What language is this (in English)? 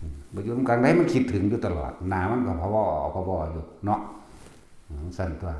Northeastern Thai